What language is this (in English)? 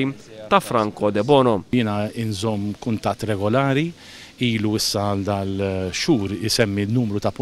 Maltese